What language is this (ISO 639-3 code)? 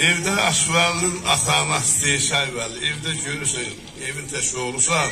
azb